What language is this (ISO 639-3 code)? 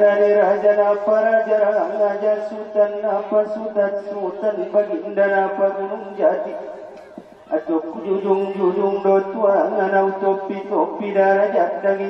akb